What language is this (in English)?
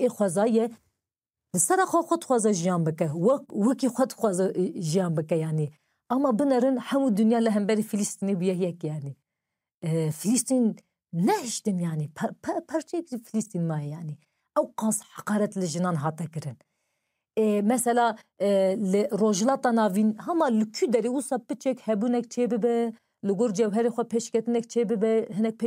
Kurdish